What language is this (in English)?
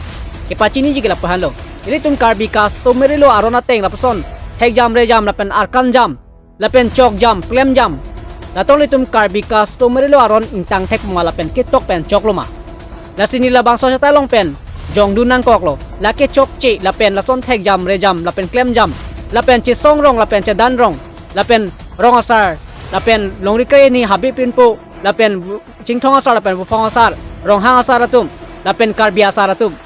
Karbi